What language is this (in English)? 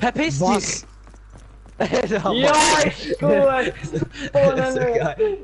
Swiss German